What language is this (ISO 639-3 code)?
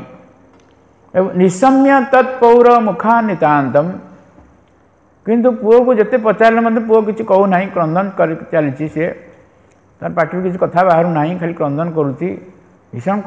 ori